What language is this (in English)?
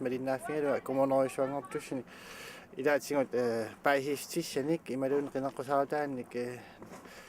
Kalaallisut